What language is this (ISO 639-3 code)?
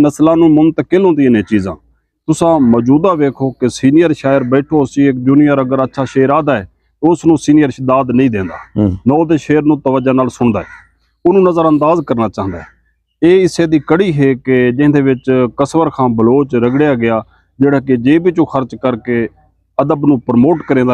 skr